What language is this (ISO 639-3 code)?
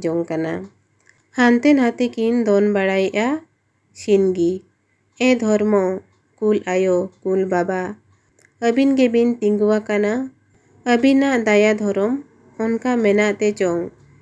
sat